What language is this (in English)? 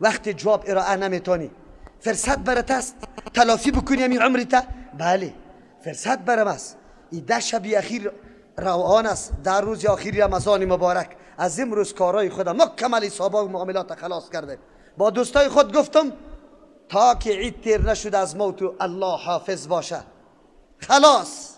Persian